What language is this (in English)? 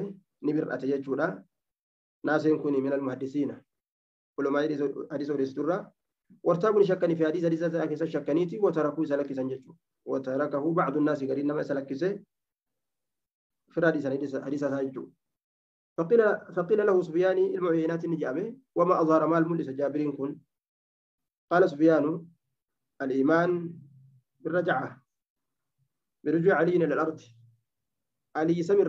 Oromo